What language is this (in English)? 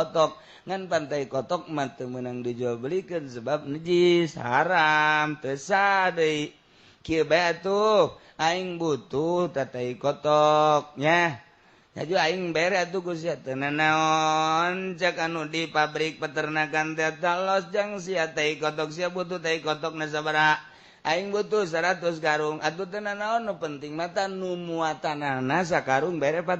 Sundanese